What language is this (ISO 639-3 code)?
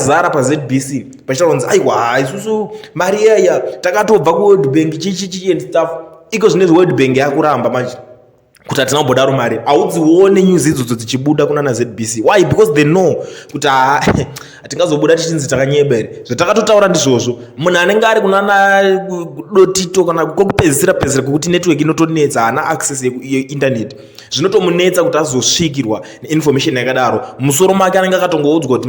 sna